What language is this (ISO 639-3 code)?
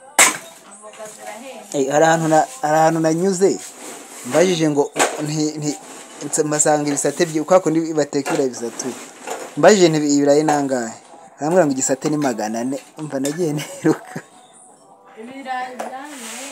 kin